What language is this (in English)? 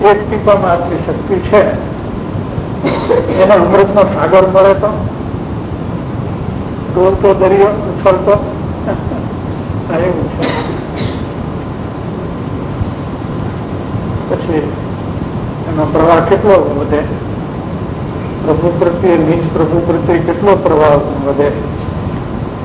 Gujarati